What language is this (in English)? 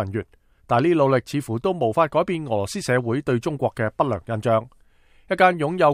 Cantonese